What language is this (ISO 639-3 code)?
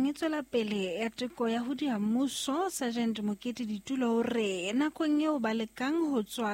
sot